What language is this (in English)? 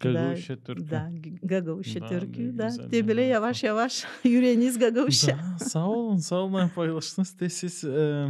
Gagauz